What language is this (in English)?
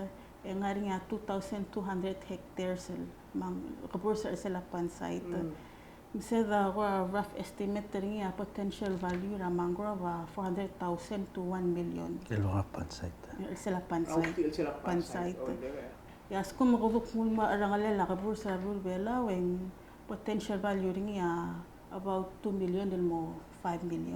Palauan